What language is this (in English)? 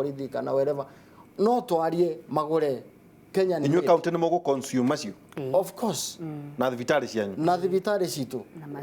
Kikuyu